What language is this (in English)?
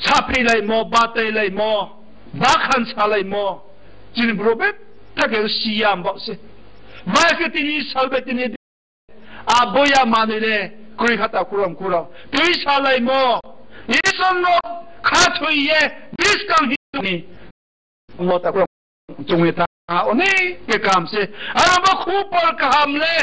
Riang (India)